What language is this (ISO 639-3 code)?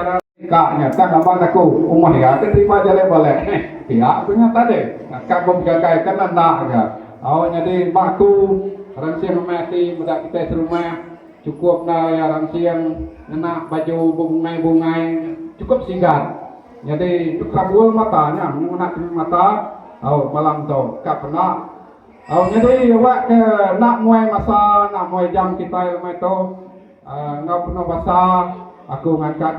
iba